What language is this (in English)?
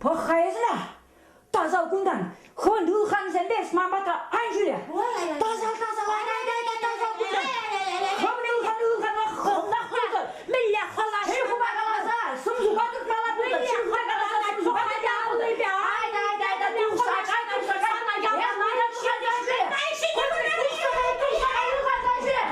Chuvash